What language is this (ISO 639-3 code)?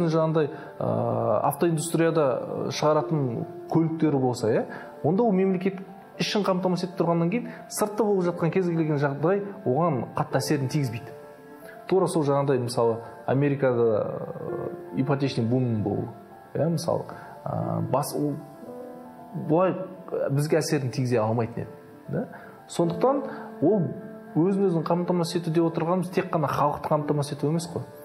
kaz